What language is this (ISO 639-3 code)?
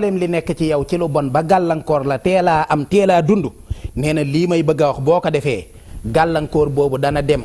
wol